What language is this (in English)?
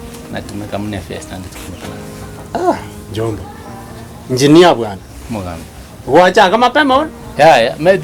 Gusii